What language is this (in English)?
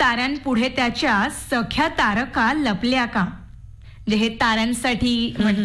Marathi